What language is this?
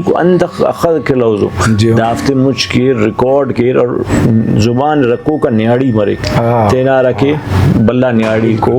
Brahui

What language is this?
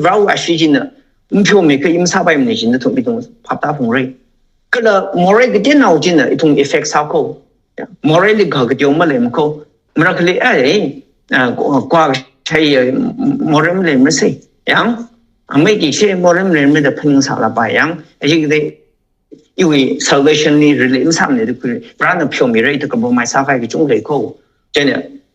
Tangkhul Naga (India)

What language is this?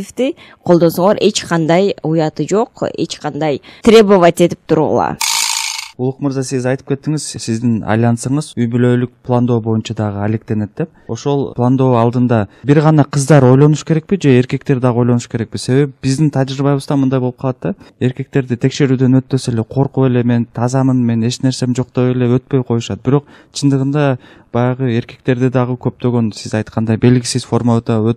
Kyrgyz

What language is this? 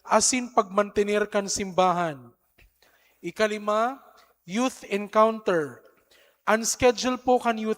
Bikol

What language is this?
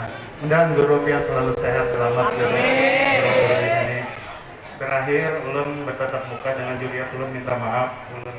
Banjar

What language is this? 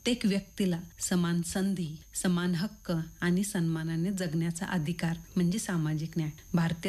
Marathi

